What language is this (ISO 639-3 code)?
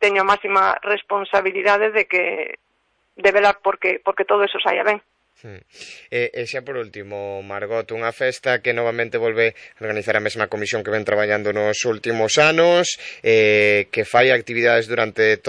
glg